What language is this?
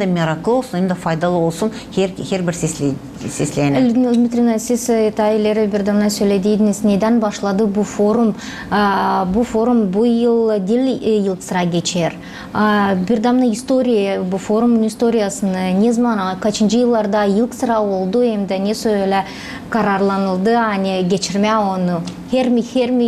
Gagauz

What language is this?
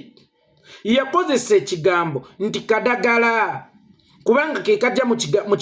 Ganda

